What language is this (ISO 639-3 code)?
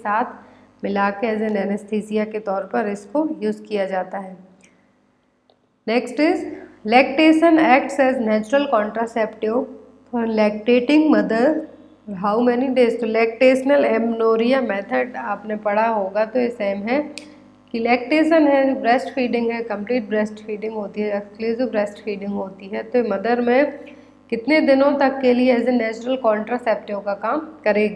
hin